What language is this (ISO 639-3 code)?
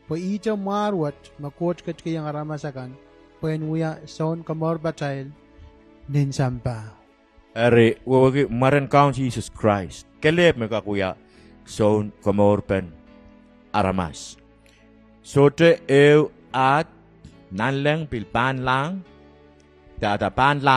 pon